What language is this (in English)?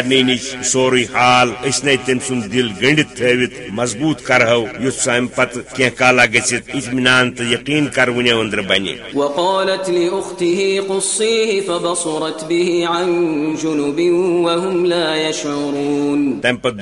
Kashmiri